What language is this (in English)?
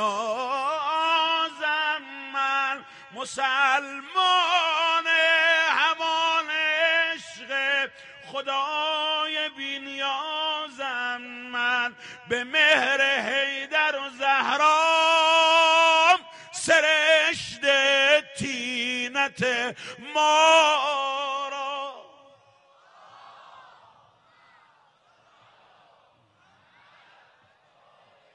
Persian